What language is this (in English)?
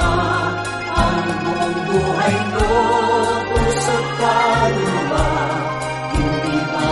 Filipino